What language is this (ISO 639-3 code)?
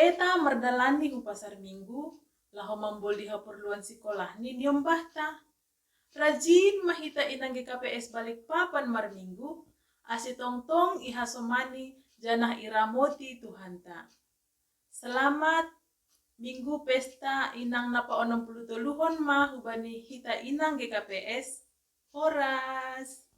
bts